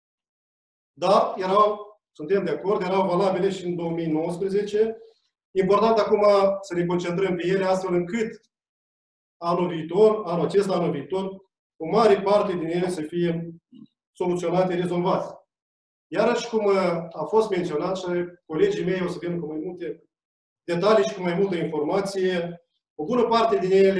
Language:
Romanian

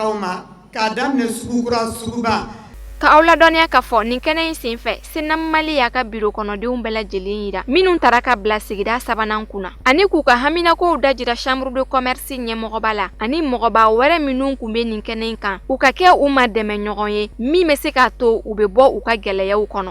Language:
Bambara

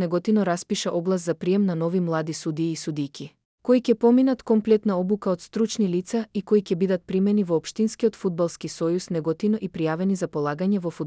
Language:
Macedonian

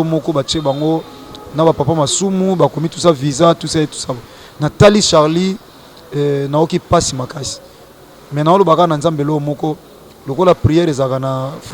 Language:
Lingala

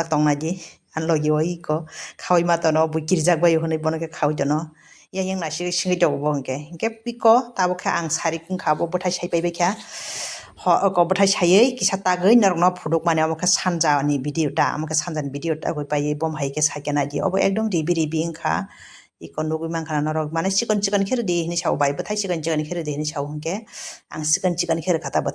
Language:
Kok Borok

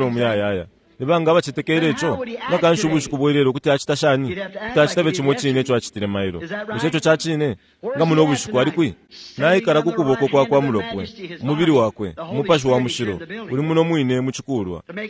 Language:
Bemba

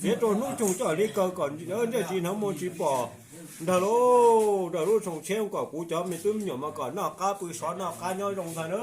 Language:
Hmong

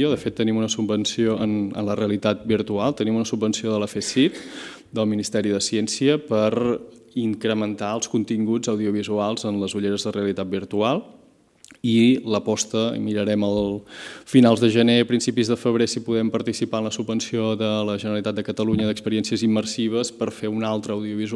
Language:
Catalan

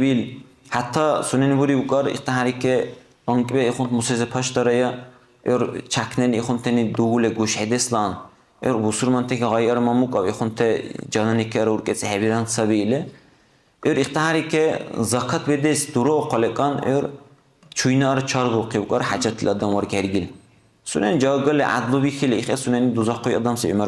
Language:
Dargwa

